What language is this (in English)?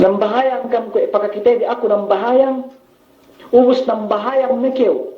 Yakan